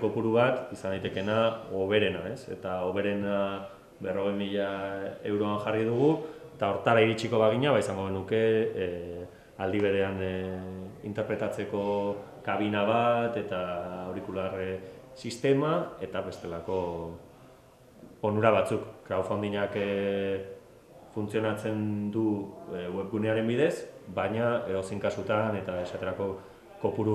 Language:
Basque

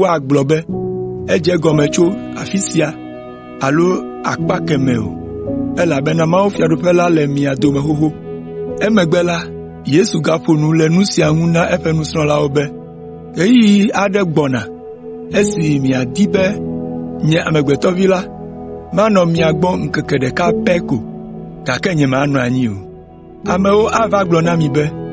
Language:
Ewe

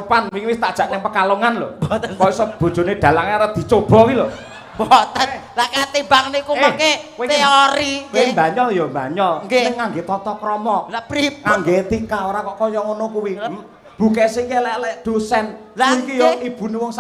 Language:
Javanese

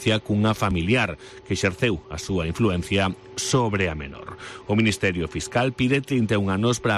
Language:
Galician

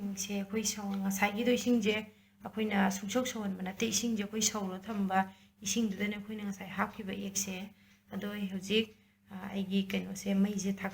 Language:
Manipuri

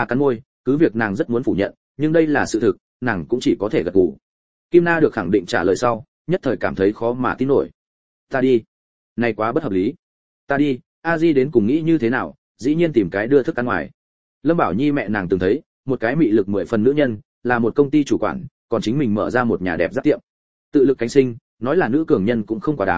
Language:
Vietnamese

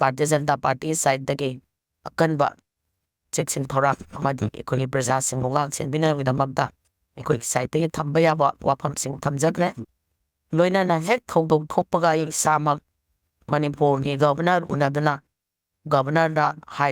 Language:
Manipuri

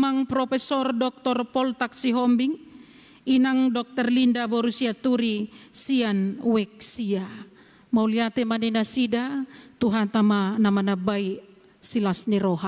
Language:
Batak Toba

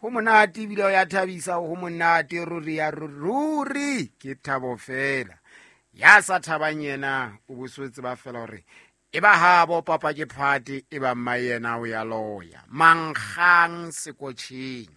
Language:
Southern Sotho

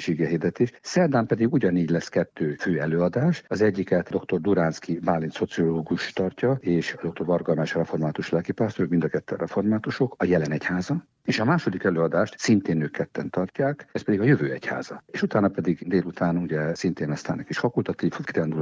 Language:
Hungarian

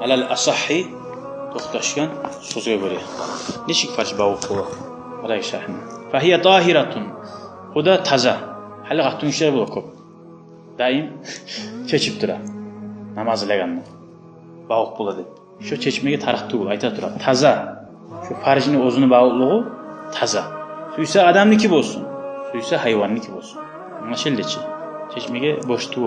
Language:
Kumyk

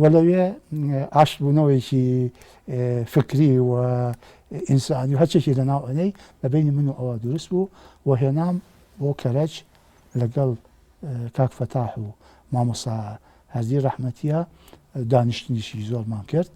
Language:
Central Kurdish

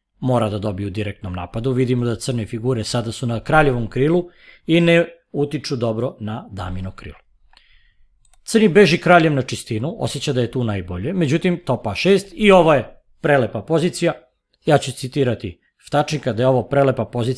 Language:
Serbian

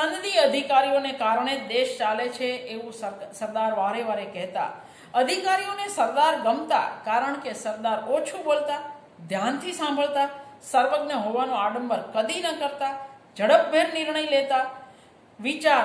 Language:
Gujarati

